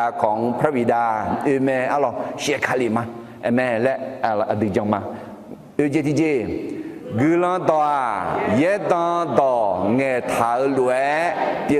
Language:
Akha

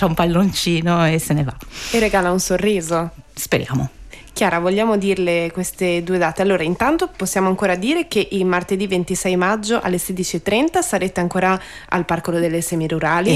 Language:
Italian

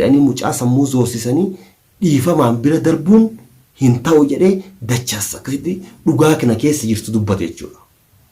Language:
Oromo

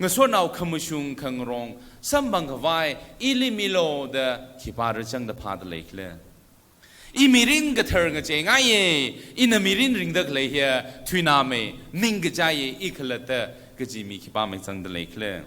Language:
Tangkhul Naga (India)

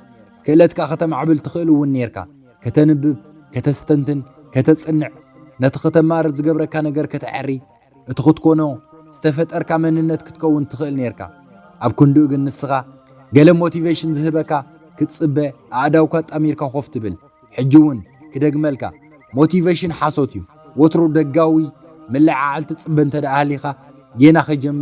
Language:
Tigrinya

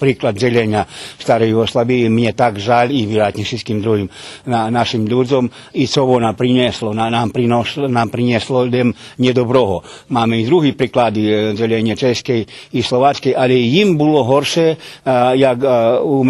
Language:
Rusyn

